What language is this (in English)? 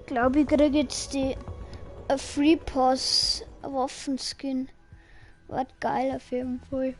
Bavarian